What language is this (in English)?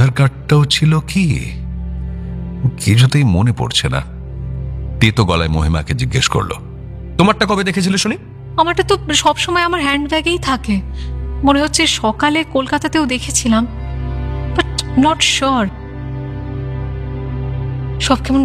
Bangla